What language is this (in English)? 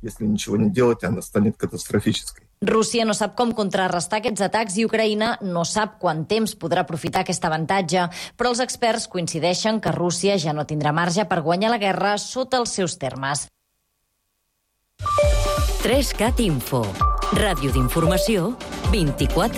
Catalan